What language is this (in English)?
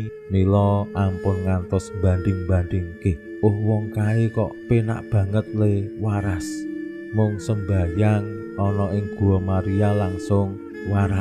Javanese